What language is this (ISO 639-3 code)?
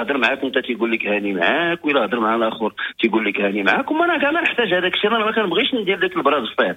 ary